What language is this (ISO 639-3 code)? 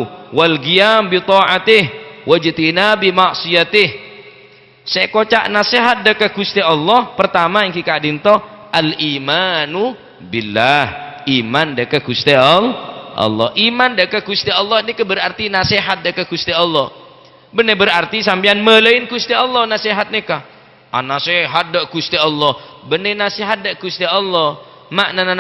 mad